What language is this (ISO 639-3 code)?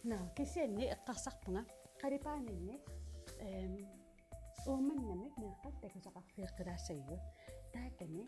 kal